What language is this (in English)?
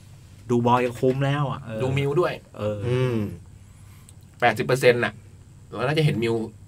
Thai